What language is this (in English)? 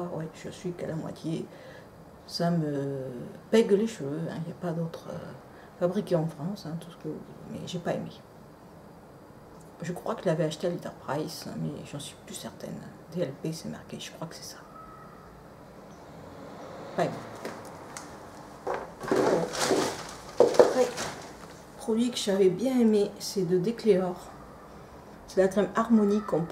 French